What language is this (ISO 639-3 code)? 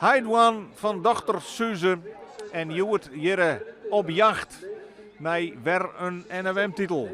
fry